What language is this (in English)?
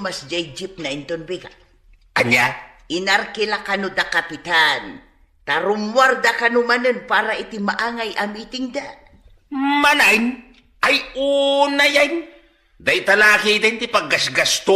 Iloko